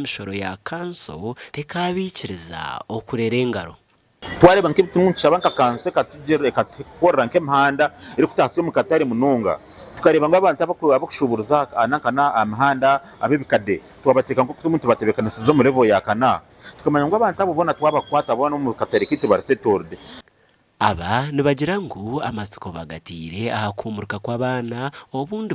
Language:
Nyankole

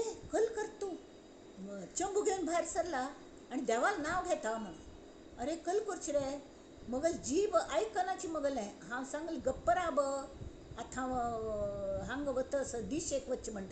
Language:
Konkani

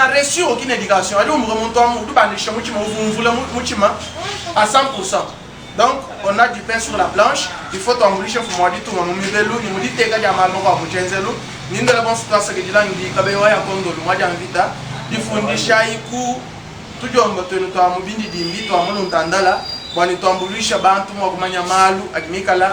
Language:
Luba-Lulua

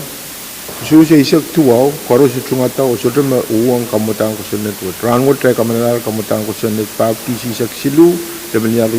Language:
Pohnpeian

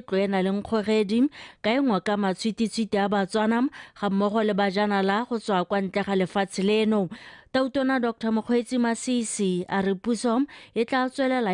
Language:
Tswana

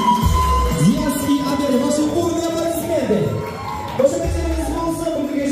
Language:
Kazakh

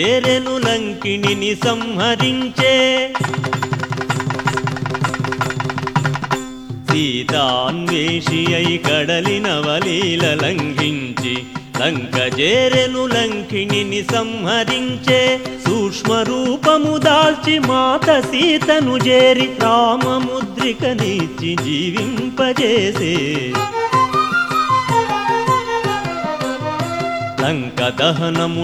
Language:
Telugu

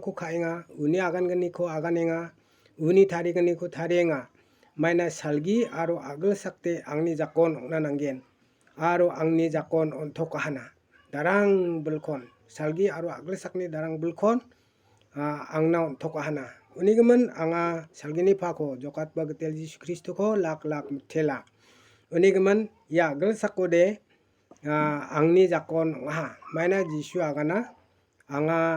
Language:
Garo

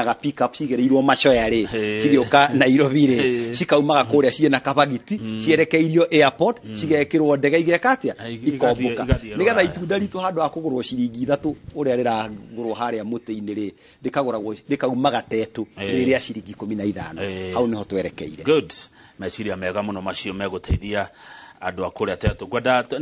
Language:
Kikuyu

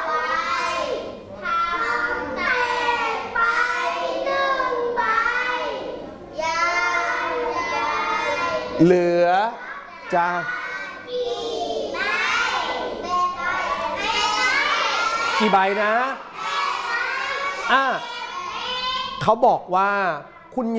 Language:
Thai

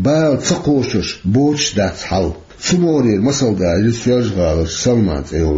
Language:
Chechen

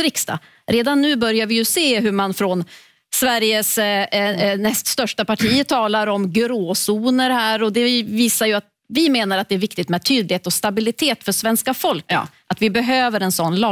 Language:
Swedish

